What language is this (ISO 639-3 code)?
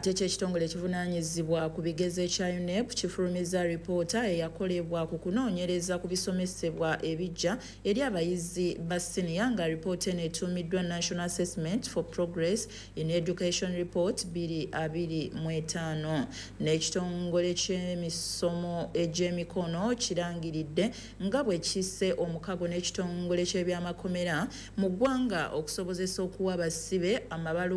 lug